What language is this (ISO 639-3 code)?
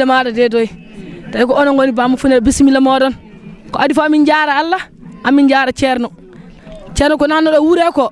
ful